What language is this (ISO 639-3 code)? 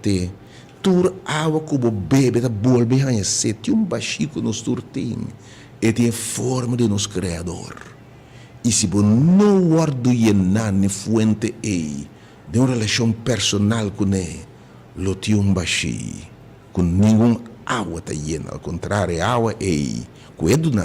pap